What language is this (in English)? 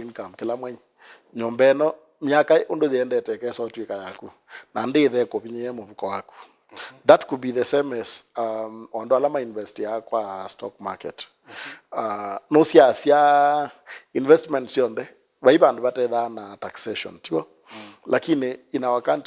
Kamba